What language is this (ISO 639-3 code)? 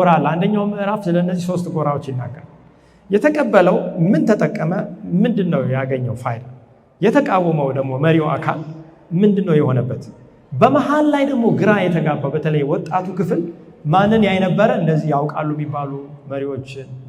amh